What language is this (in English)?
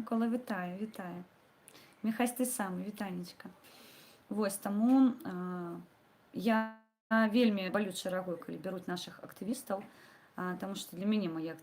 Belarusian